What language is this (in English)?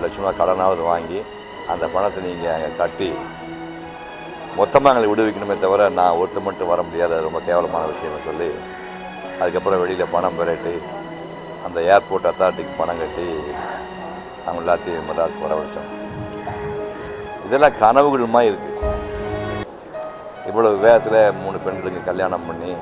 Tamil